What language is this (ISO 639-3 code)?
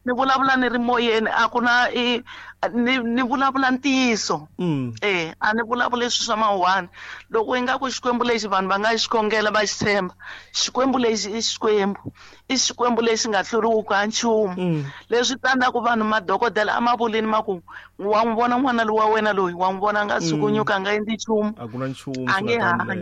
tso